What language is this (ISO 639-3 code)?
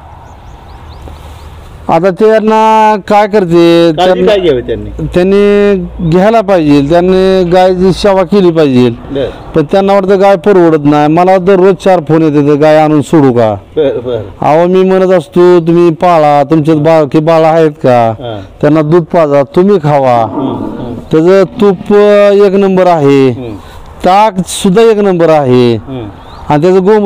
mar